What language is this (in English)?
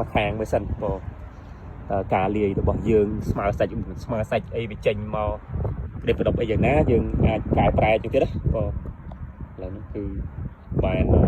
Khmer